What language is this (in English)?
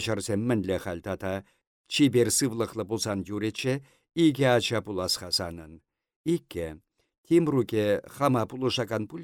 Chuvash